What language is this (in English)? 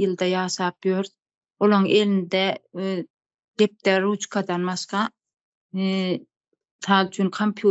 Turkmen